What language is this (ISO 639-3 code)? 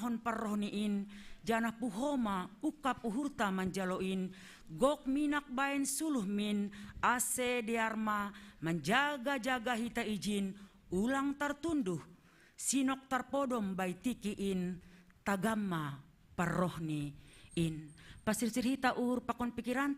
bts